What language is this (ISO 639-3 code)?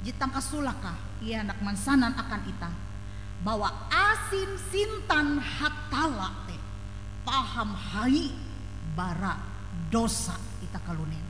nij